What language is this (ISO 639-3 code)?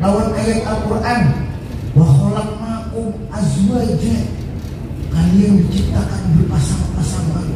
bjn